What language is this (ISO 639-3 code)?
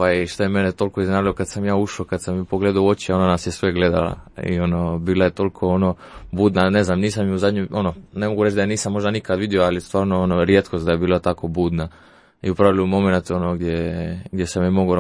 hrv